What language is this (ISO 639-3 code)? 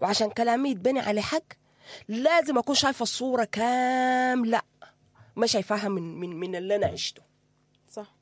apd